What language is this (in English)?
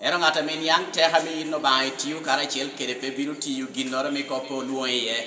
Lango (Uganda)